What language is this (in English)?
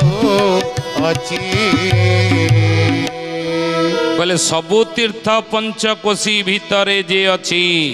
Odia